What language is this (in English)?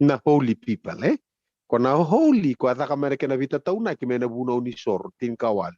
Fijian